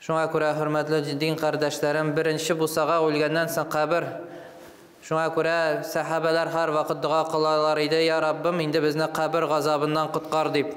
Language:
Tatar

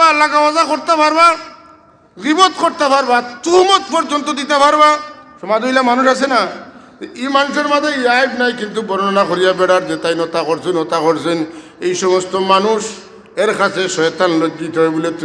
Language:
Sylheti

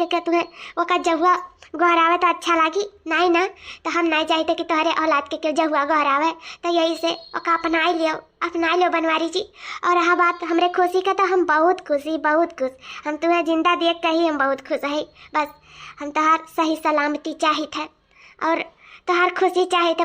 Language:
Awadhi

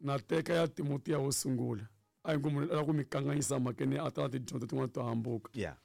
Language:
Tsonga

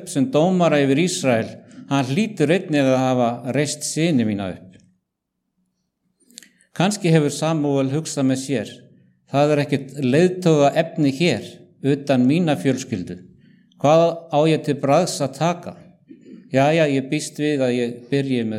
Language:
Icelandic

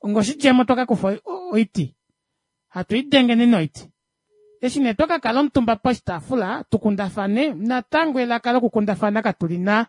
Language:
Kuanyama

